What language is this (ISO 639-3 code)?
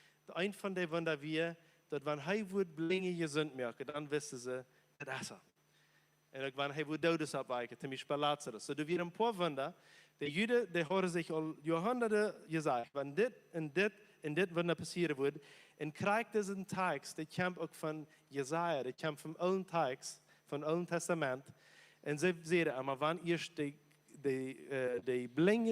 pdt